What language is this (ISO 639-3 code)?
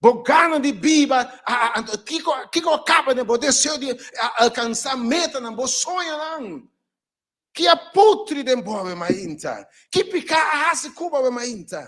pap